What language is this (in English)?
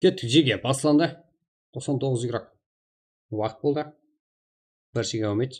Kara-Kalpak